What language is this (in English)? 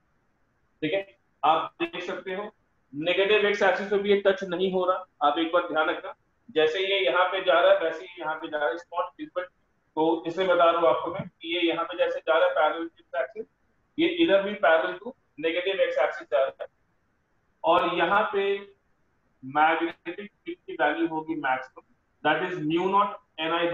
Hindi